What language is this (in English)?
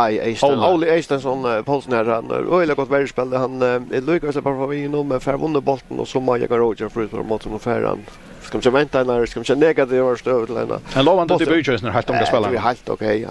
Faroese